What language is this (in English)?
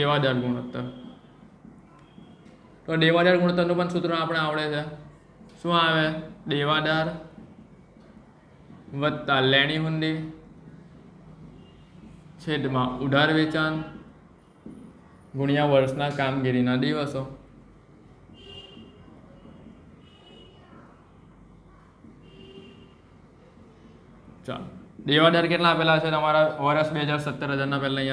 Gujarati